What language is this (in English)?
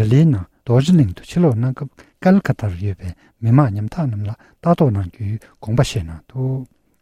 Tibetan